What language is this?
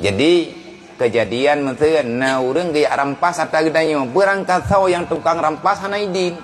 Achinese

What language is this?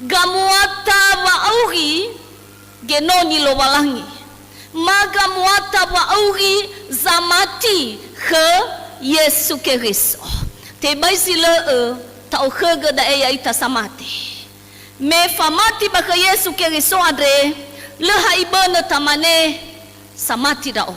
Nias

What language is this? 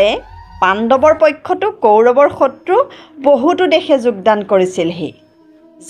Assamese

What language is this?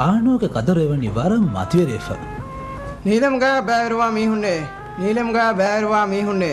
Divehi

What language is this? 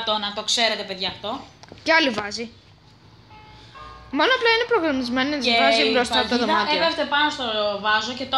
Greek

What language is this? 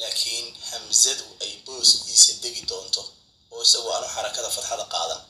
Somali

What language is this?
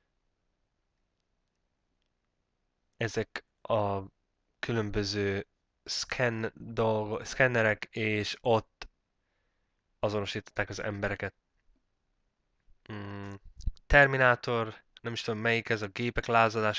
Hungarian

